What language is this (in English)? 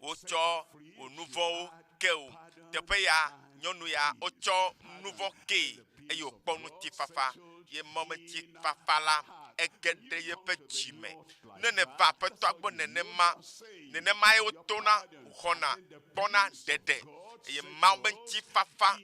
Ewe